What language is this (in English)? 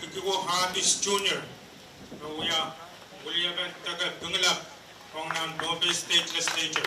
Pohnpeian